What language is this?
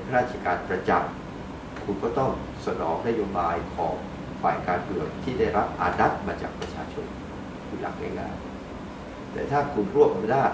Thai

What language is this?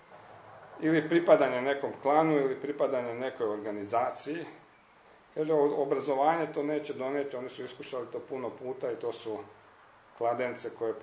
Croatian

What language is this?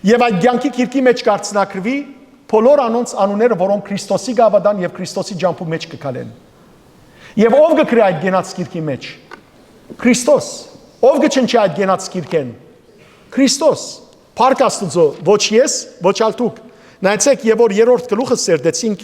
Western Armenian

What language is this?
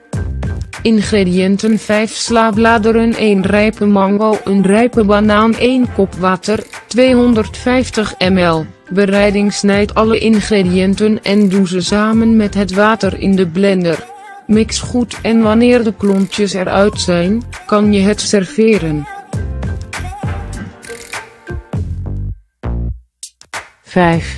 Dutch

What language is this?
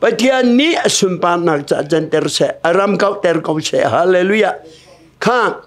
Hakha Chin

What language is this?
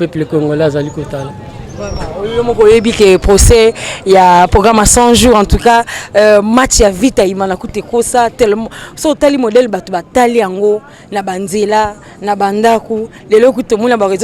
Lingala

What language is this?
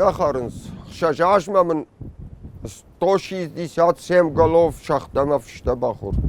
Ossetic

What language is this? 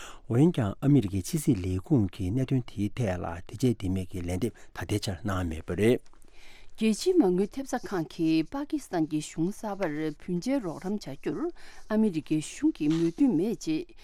Tibetan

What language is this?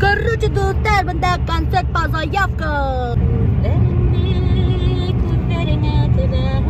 Bashkir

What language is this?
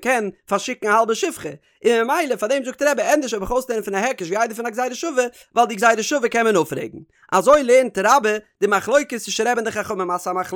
Yiddish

